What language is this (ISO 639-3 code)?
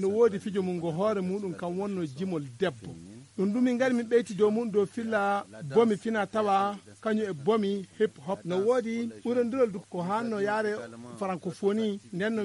fuv